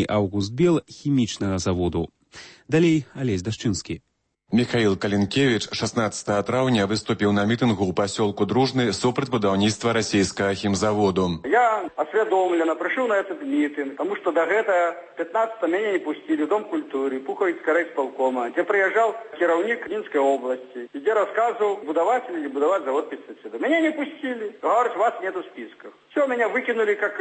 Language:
Belarusian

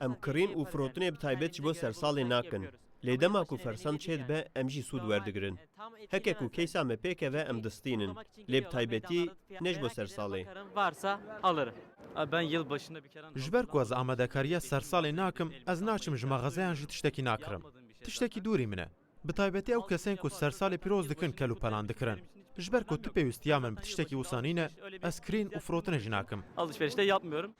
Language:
Kurdish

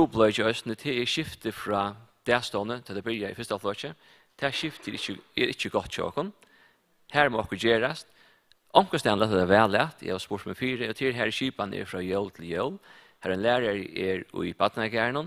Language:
Faroese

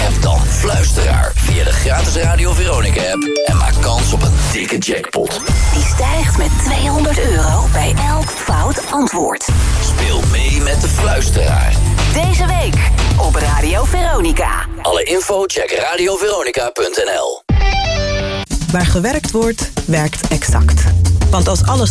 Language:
Dutch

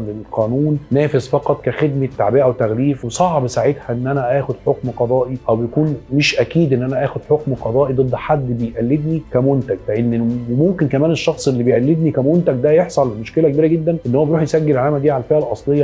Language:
Egyptian Arabic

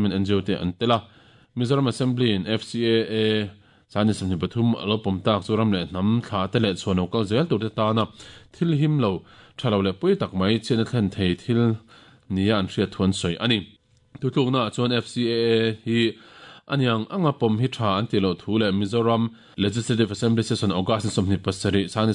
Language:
Mizo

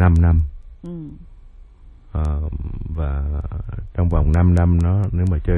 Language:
Vietnamese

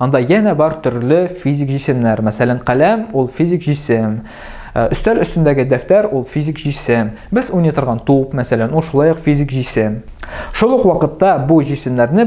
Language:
Tatar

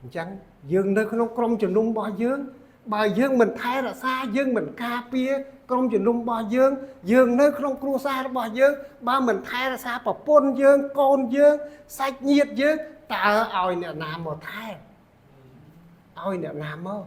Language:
Khmer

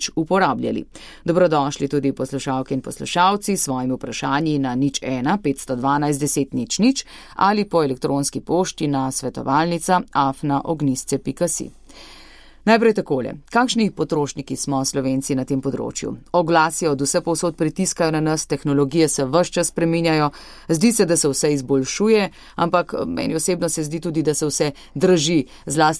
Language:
Slovenian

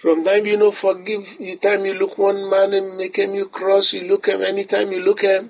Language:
Bislama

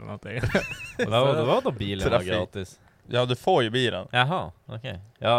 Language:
Swedish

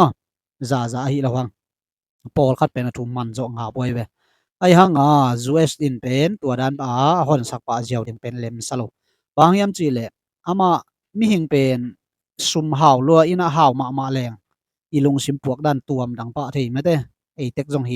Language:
Tedim Chin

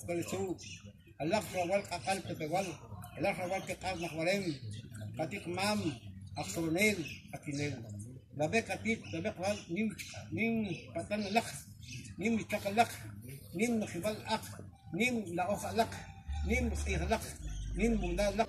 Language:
Kʼicheʼ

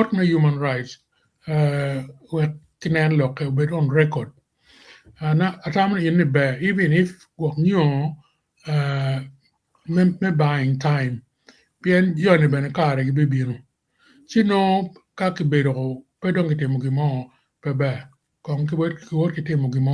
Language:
Acoli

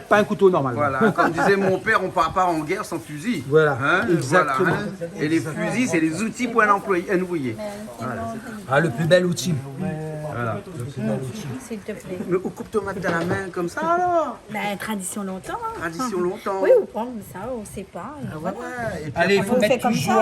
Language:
Réunion Creole French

